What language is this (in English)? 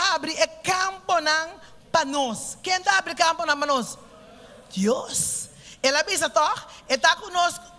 Papiamento